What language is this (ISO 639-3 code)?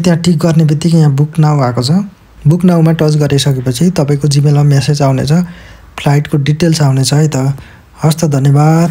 nep